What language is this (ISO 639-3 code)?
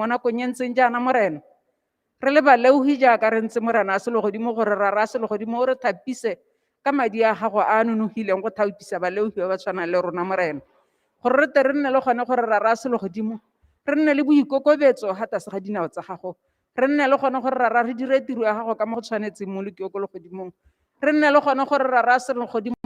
tsn